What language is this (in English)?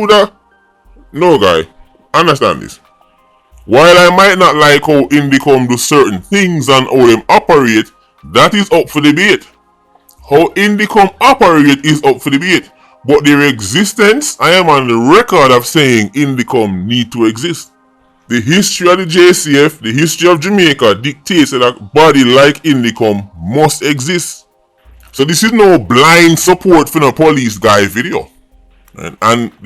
Jamaican Creole English